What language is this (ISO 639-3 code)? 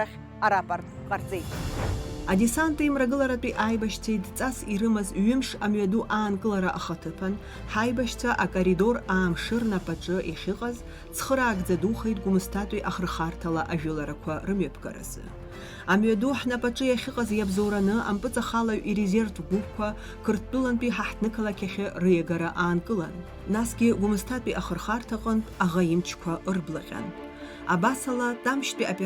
abk